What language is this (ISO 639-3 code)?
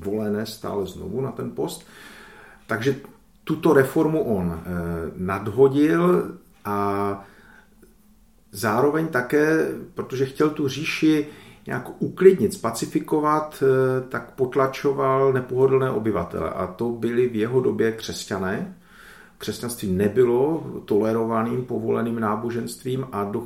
ces